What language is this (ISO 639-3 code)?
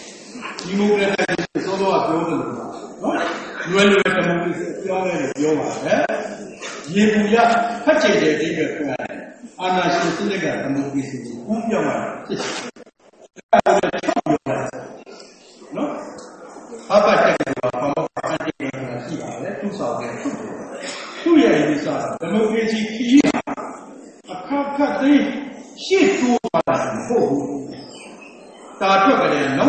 mya